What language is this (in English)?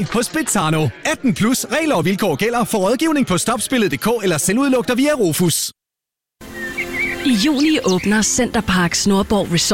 Danish